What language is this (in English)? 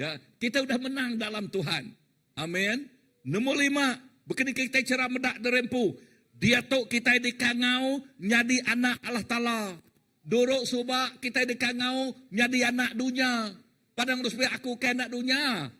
Iban